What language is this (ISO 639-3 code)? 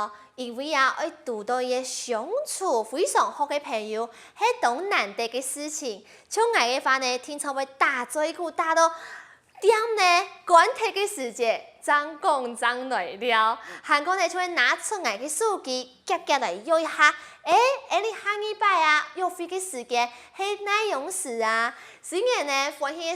hak